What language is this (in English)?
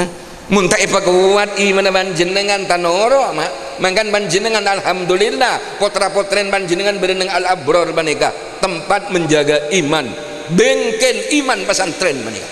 Madurese